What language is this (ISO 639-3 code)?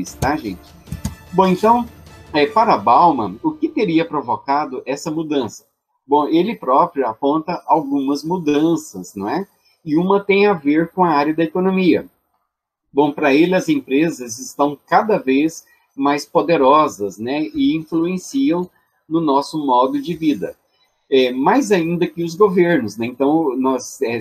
por